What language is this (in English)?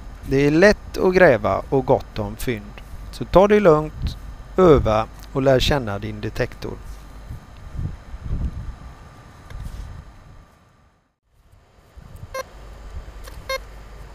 Swedish